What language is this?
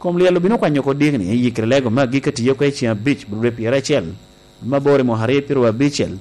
Lango (Uganda)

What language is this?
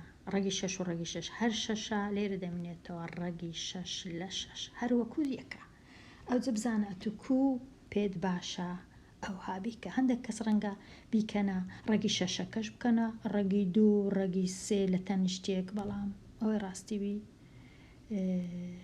Central Kurdish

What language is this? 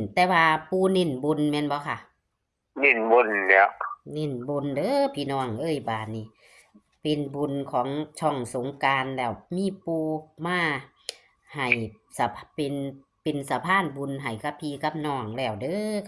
Northeastern Thai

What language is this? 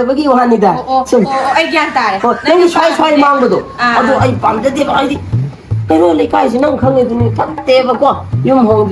Manipuri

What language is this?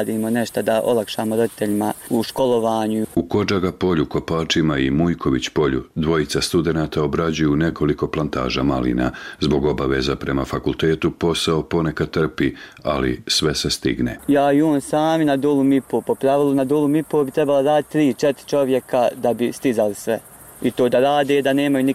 Bosnian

